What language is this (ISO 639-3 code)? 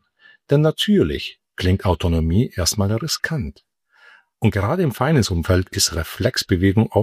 deu